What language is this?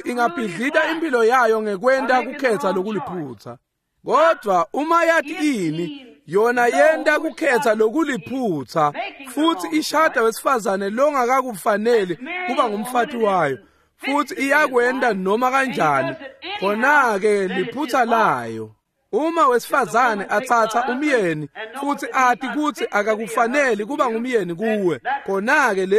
Swati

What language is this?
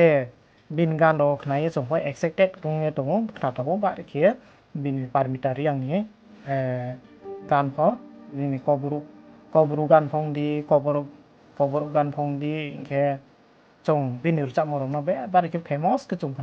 Riang (India)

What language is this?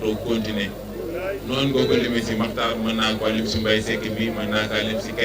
Wolof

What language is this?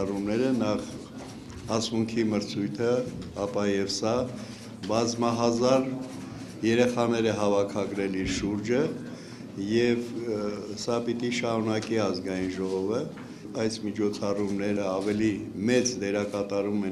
Armenian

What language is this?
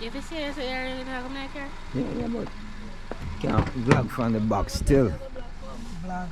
Jamaican Creole English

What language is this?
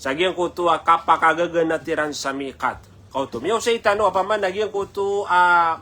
Maranao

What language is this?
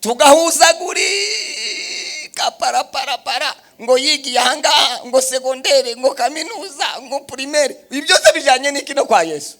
Kinyarwanda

